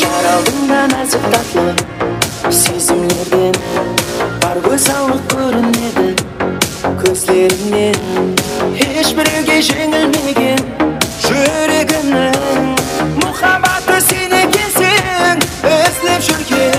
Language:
Kara-Kalpak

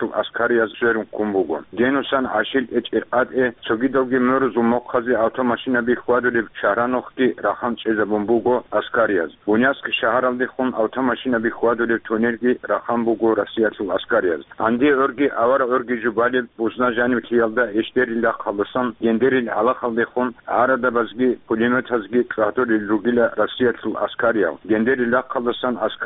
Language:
Avaric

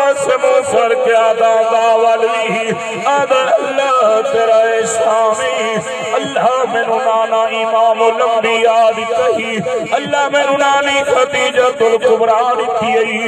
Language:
Saraiki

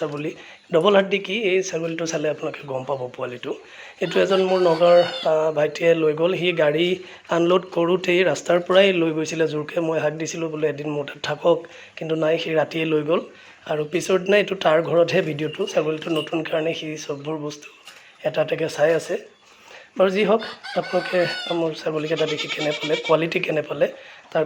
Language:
Assamese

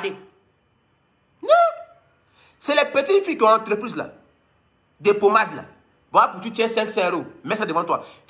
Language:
French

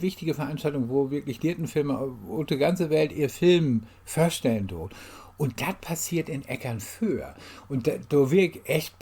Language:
Low German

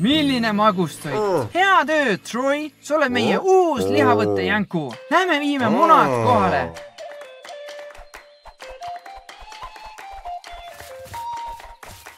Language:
Estonian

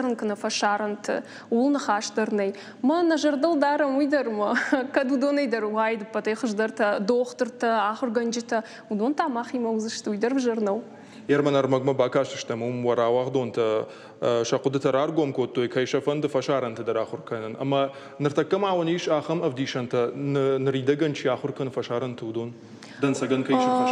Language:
Ossetic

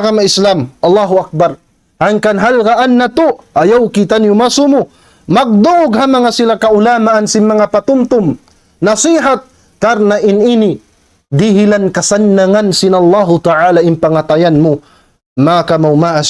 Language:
Tausug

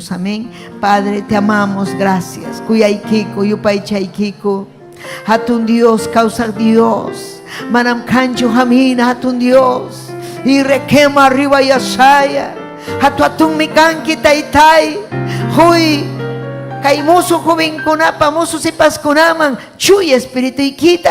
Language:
Ayacucho Quechua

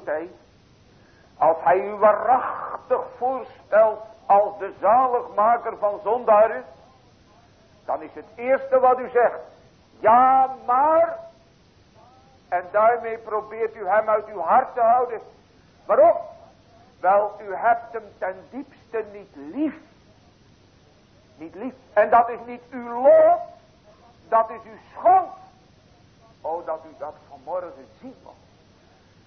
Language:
Dutch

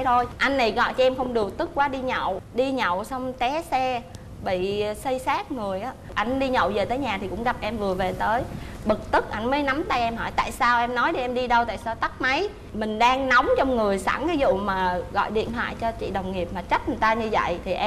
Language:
Vietnamese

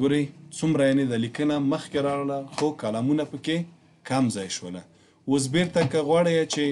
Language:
Pashto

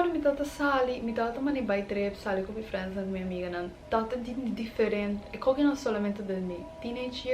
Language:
Papiamento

